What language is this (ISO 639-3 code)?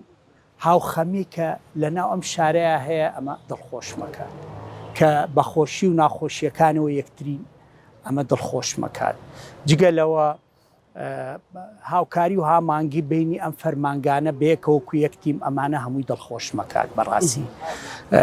ckb